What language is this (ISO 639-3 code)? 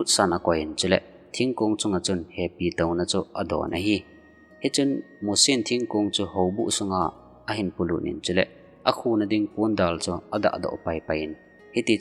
tcz